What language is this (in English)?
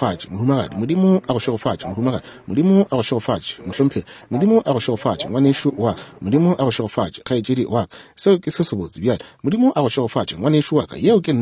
Northern Sotho